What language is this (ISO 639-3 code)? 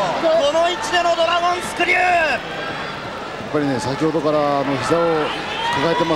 jpn